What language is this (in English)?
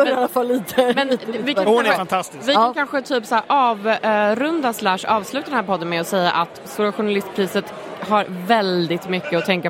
Swedish